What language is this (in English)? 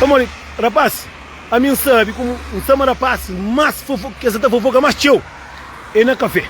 Kabuverdianu